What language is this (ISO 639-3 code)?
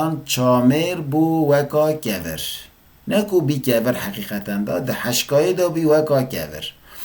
kur